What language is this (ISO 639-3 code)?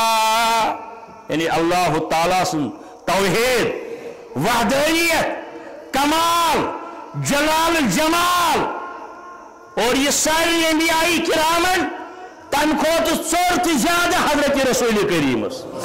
kas